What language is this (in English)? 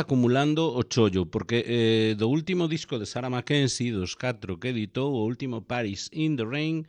Galician